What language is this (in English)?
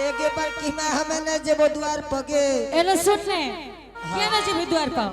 Angika